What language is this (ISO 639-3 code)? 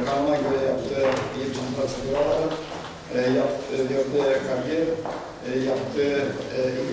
gag